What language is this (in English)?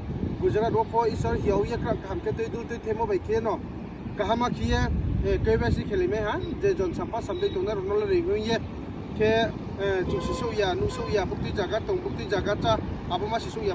Riang (India)